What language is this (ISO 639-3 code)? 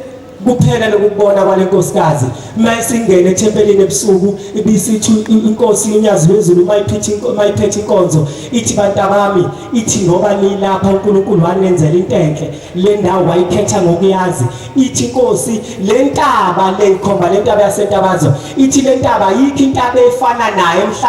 zul